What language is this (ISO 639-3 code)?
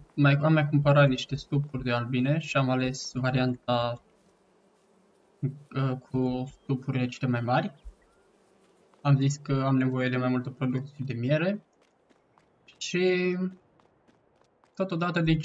ron